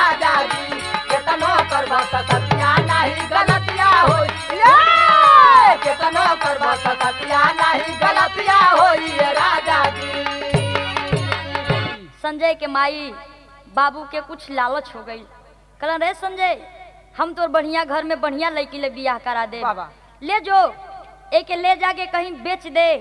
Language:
Bhojpuri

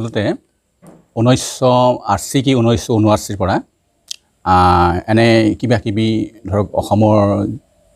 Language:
Assamese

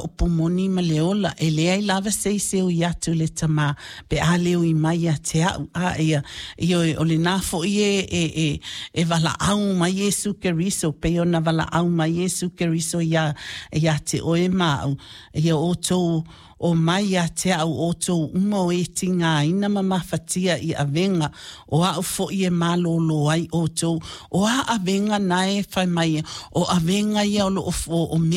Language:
Samoan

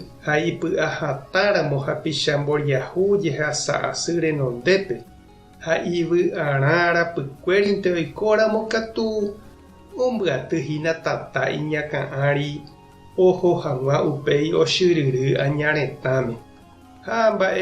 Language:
Guarani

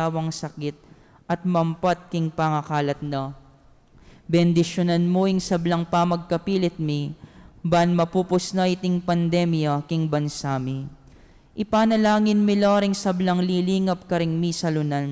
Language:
Pampanga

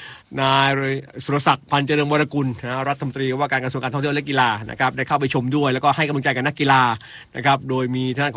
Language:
Thai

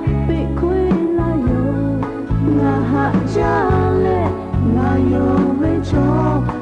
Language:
Lahu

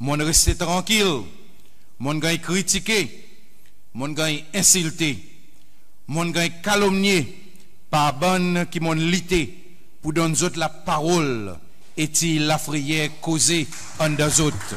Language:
Seselwa Creole French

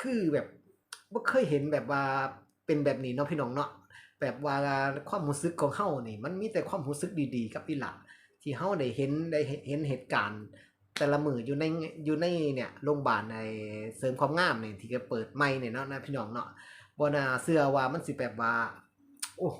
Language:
Northeastern Thai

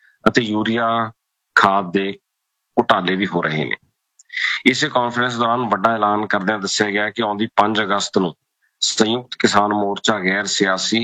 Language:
Punjabi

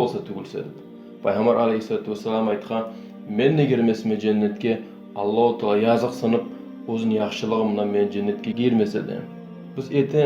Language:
Kumyk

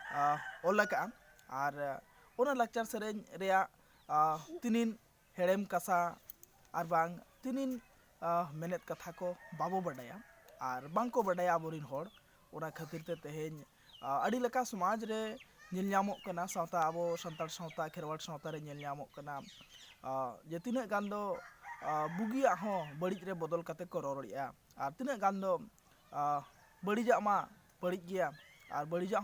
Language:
Santali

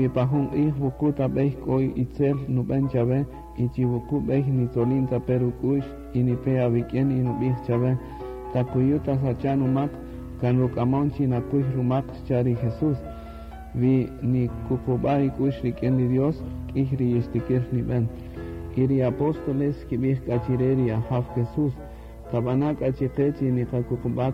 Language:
Kaqchikel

